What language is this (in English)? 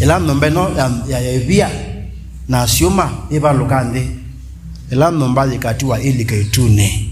Kamba